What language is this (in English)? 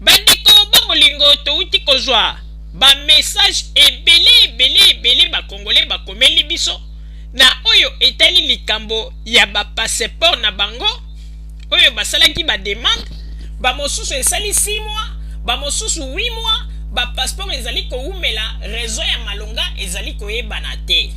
Lingala